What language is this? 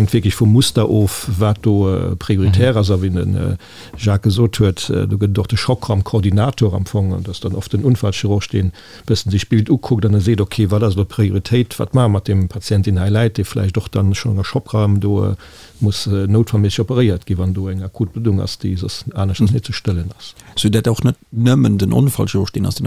Luxembourgish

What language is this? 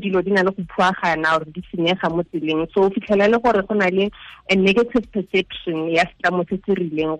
Tswana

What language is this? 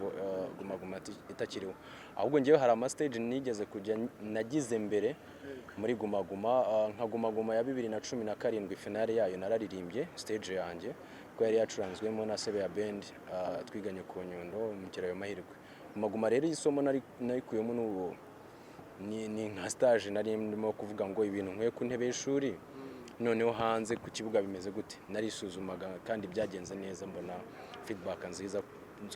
Kinyarwanda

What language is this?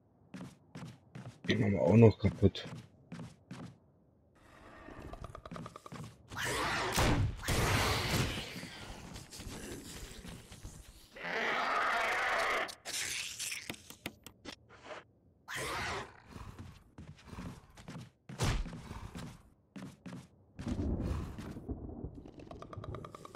German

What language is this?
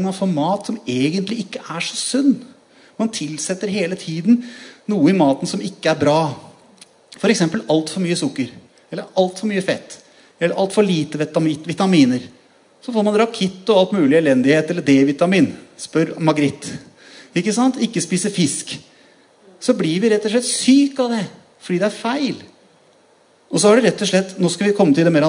Norwegian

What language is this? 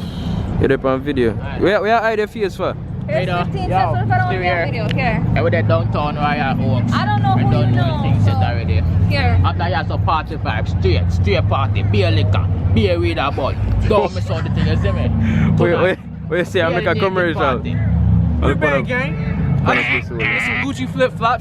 Jamaican Creole English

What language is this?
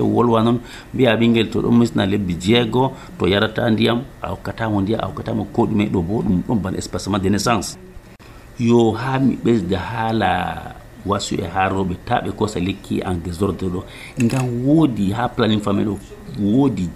Nigerian Fulfulde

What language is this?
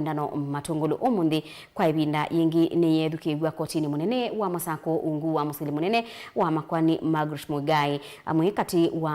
Kamba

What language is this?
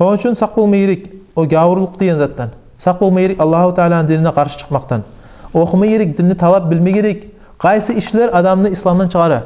Kumyk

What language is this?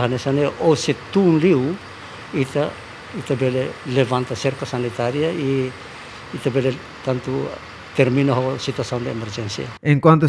Tetum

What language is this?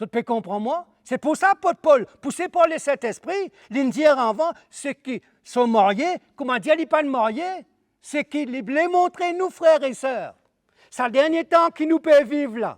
Morisyen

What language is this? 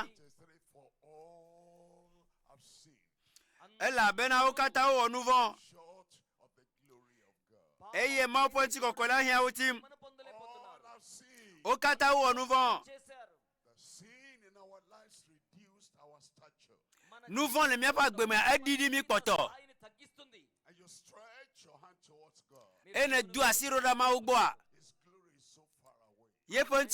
Ewe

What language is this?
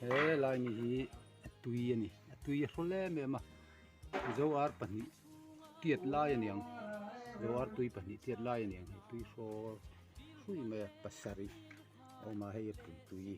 Mizo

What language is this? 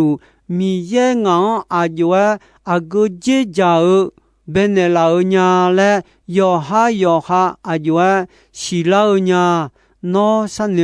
Akha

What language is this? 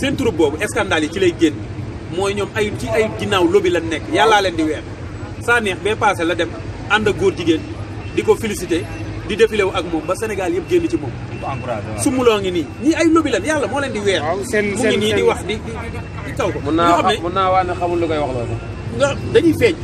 Wolof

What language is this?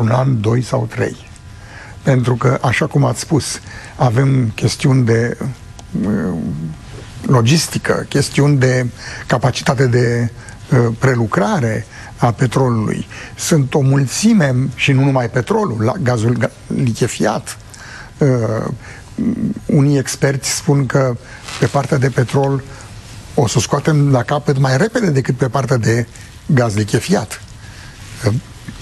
Romanian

